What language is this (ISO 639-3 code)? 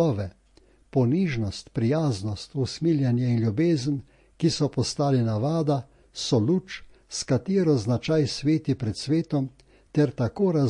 slv